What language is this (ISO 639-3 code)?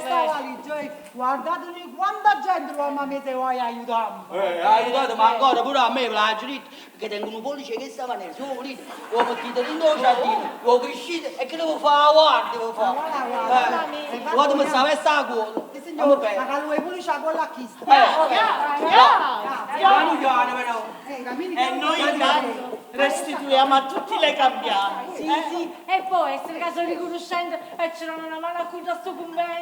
nap